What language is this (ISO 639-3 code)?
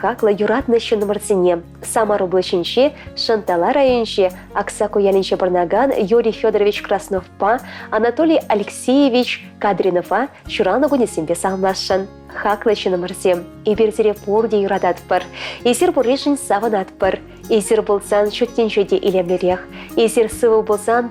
chv